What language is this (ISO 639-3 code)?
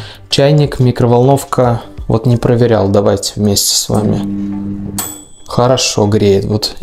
rus